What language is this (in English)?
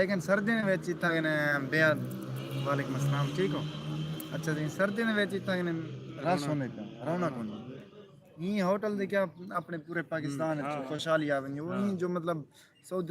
Saraiki